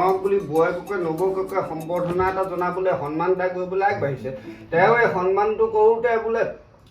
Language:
Assamese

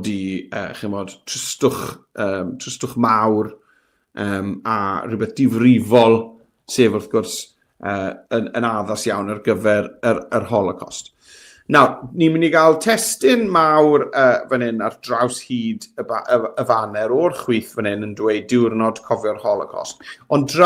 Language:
Welsh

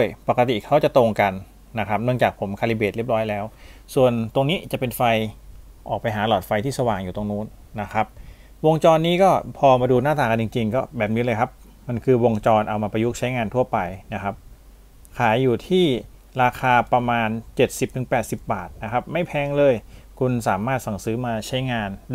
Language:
Thai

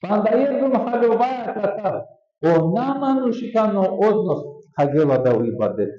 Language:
Balkan Romani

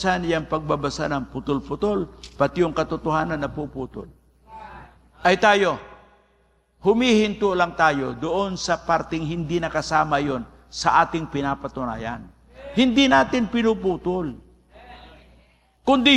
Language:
Filipino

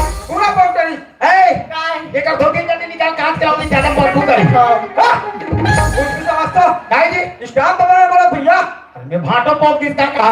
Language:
Chhattisgarhi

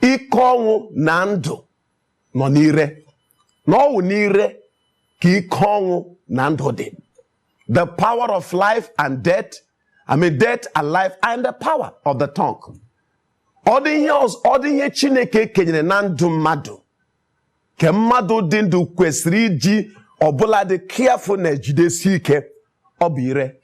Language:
Igbo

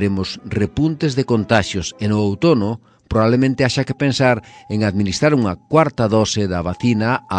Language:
Galician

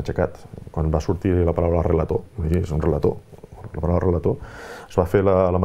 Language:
Catalan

